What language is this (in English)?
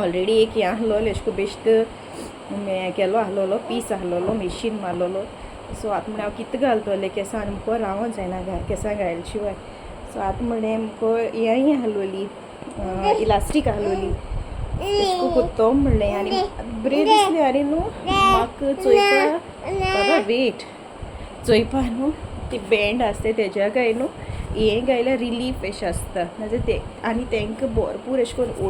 Konkani